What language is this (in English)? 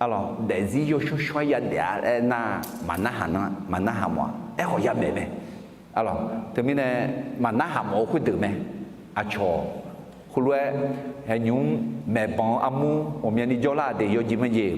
Akha